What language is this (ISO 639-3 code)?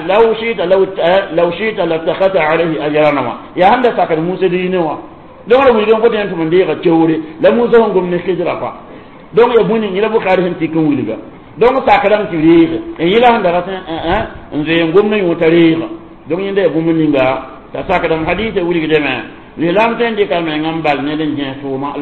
mos